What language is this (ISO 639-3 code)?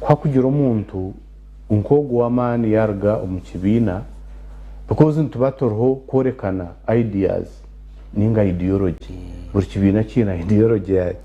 nyn